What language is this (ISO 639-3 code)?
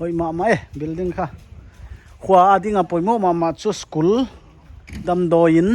pck